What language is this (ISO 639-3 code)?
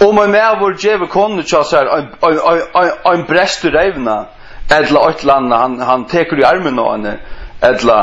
fao